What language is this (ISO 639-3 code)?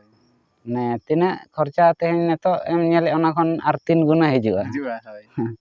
sat